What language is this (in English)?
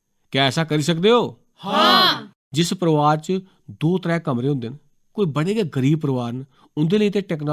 Dogri